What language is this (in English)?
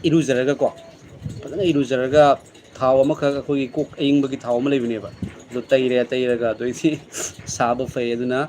Manipuri